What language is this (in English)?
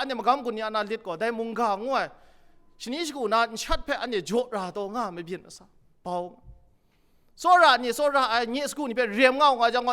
Kachin